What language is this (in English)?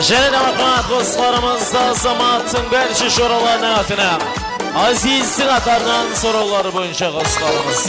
Kara-Kalpak